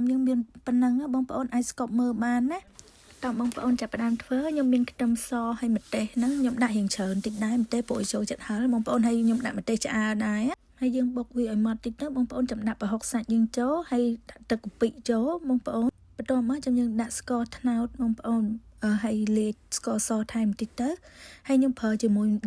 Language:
Khmer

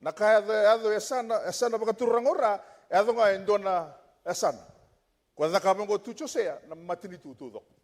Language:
Fijian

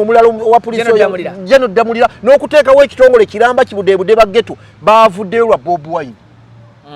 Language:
Ganda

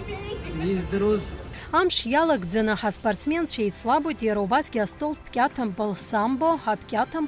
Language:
Abkhazian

